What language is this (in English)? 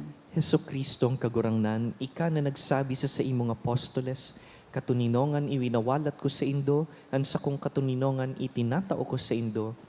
Bikol